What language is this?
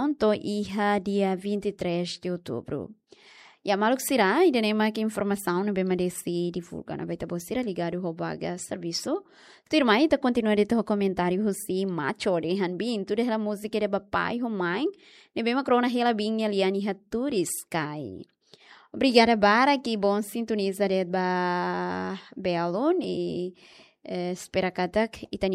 Tetum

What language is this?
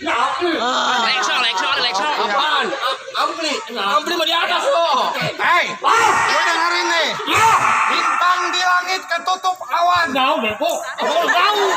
Betawi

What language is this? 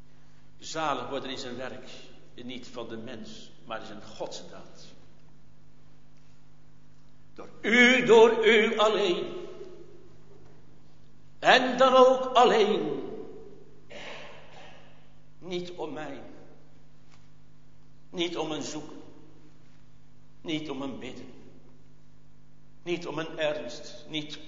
Dutch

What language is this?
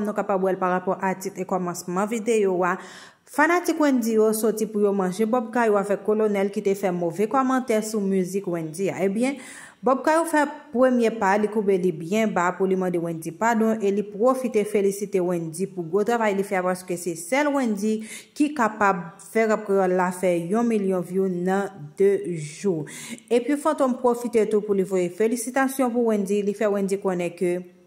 Haitian Creole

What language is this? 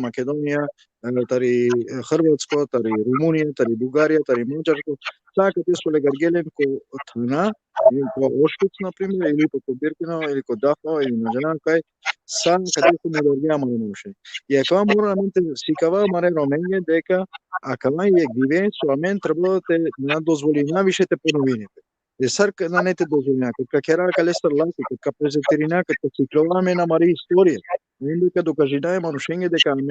Balkan Romani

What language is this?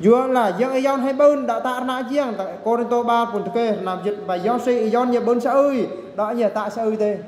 Eastern Bru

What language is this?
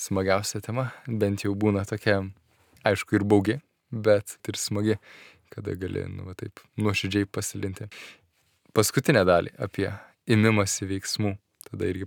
Lithuanian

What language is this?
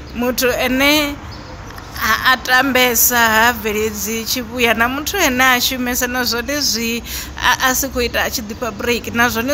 Venda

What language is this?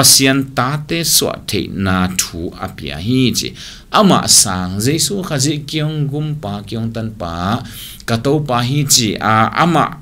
Tedim Chin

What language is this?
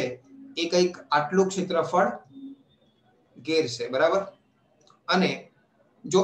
Gujarati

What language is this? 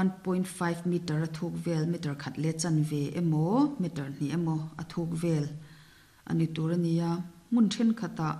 Mizo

